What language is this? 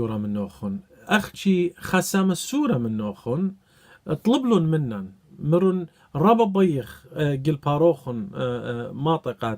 Assyrian Neo-Aramaic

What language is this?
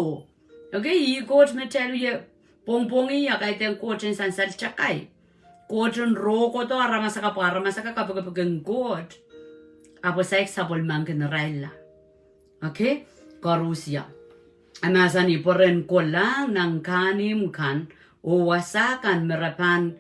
Pohnpeian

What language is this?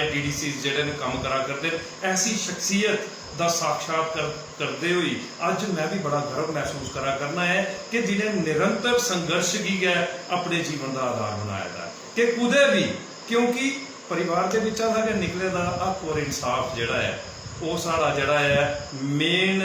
Dogri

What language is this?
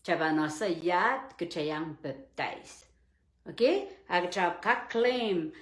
Pohnpeian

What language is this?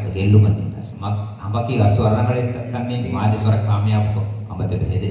Divehi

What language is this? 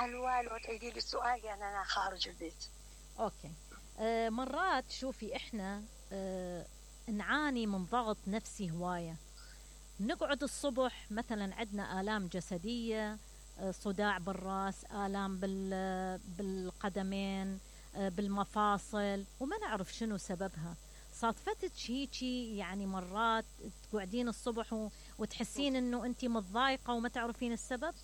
Mesopotamian Arabic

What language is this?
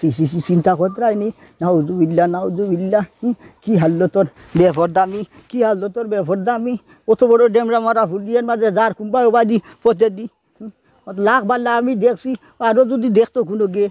Sylheti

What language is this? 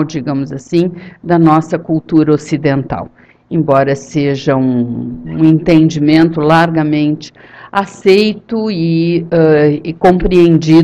Portuguese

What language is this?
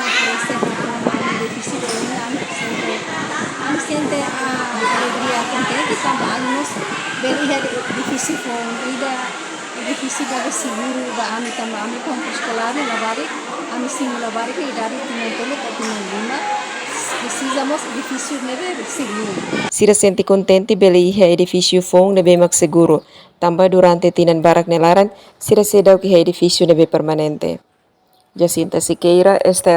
Tetum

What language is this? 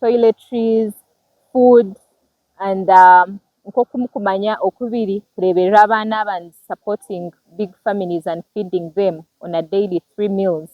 Nyankole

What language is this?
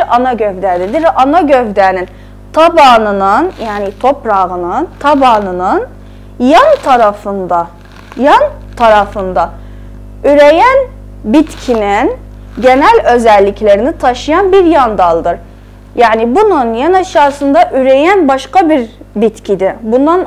South Azerbaijani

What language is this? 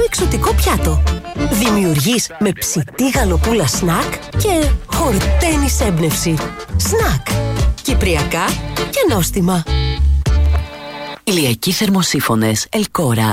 Greek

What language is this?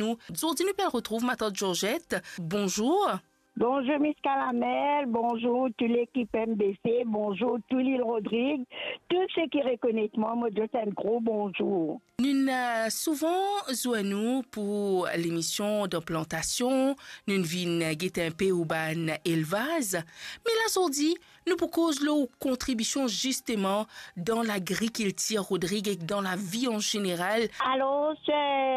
Morisyen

